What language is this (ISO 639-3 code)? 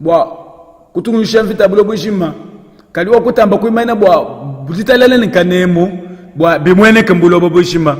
lua